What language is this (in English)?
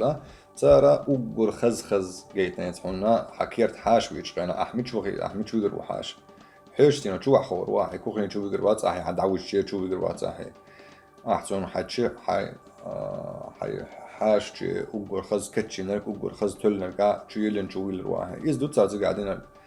Chechen